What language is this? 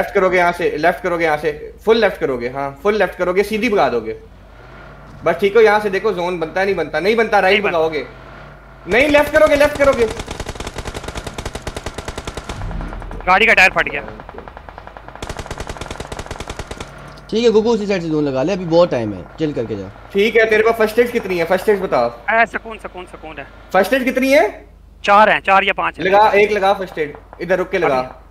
Hindi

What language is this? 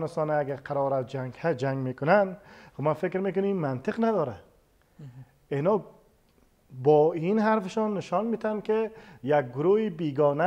Persian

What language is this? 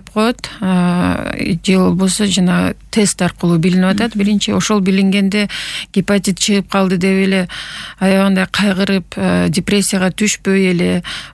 Kyrgyz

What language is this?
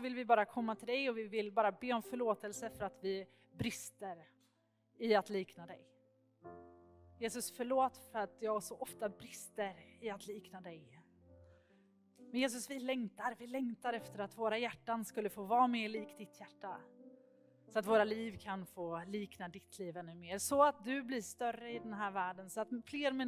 Swedish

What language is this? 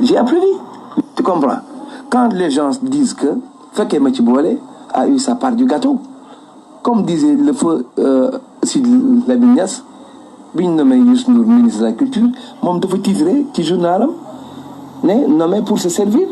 Fula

